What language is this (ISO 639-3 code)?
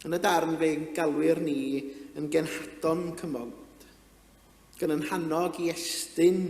cym